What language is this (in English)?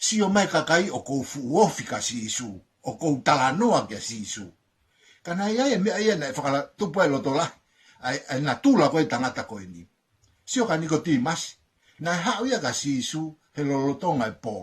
Tongan